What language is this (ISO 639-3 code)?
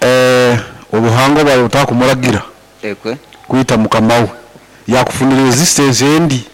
nyo